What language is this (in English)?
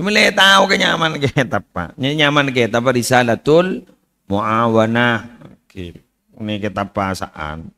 Madurese